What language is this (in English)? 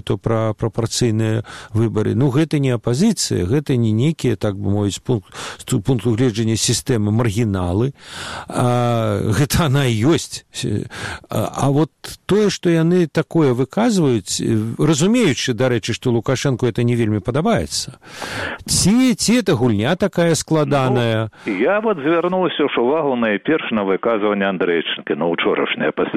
Belarusian